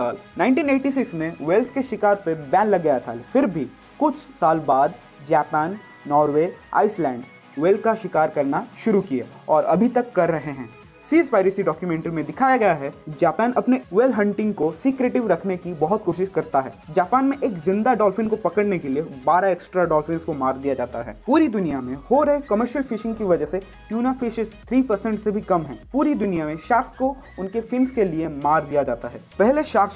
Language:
Hindi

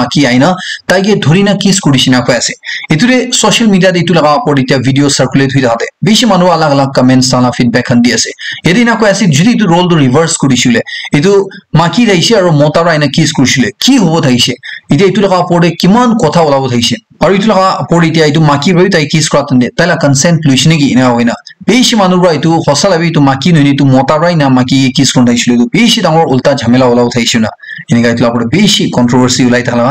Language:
Naga Pidgin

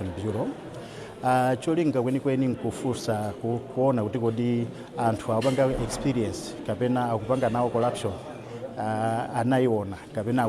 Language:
Nyanja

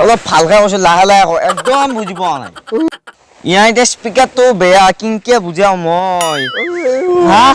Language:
Assamese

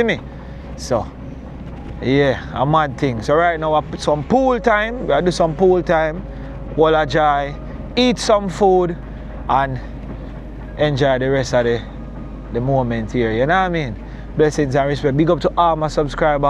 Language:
Jamaican Creole English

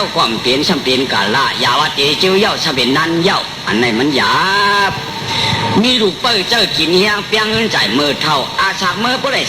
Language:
Shan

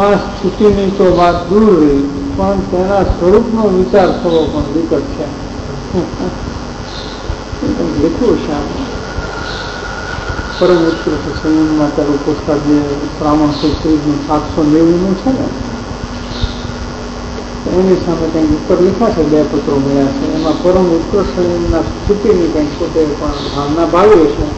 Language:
Gujarati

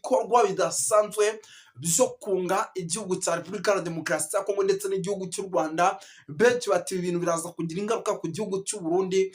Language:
Kinyarwanda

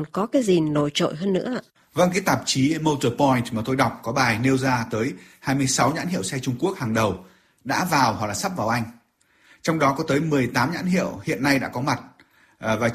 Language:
Vietnamese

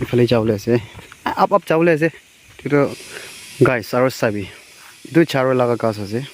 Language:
Naga Pidgin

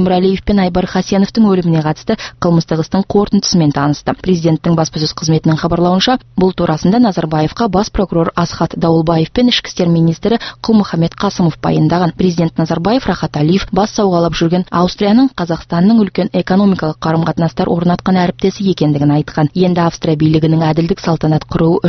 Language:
Kazakh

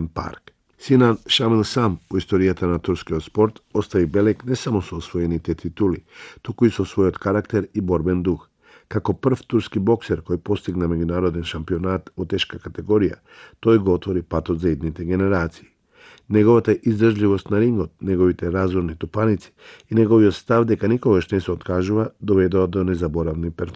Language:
Macedonian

